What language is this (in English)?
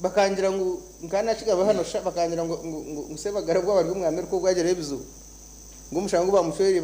Nyankole